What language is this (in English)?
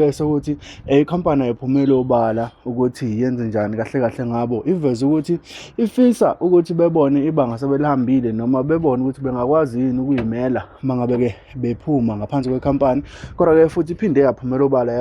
Zulu